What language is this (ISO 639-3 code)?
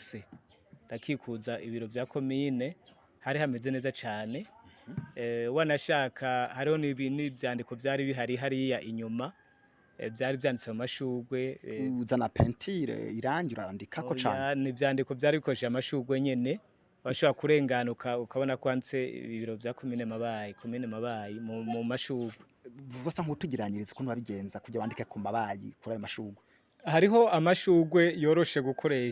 run